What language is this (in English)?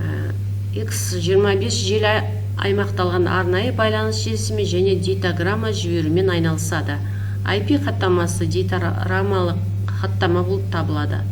Kazakh